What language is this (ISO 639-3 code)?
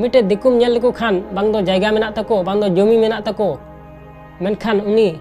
sat